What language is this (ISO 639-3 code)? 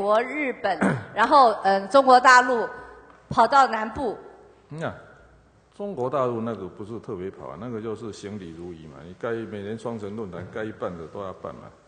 zho